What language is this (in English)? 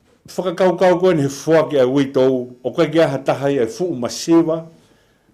Tongan